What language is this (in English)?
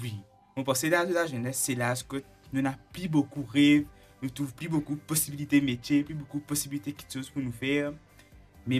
Morisyen